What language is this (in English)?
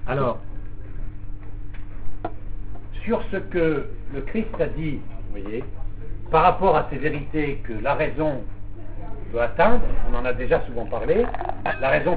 French